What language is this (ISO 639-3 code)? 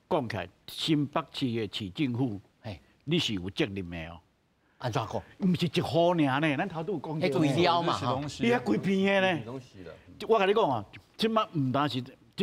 nan